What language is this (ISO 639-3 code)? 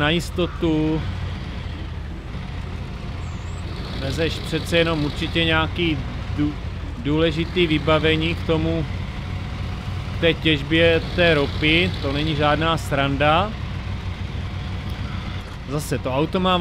ces